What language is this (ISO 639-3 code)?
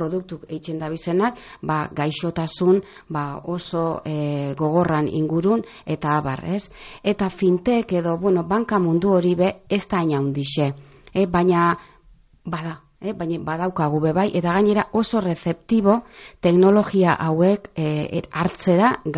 eus